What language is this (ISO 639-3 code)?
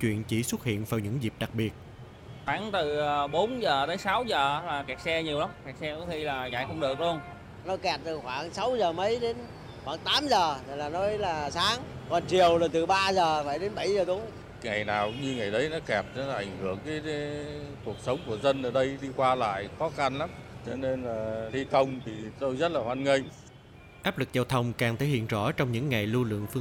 vie